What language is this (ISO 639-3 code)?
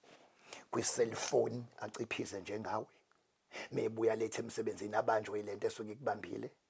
zul